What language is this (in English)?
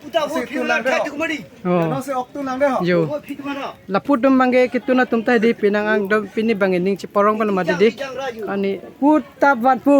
Karbi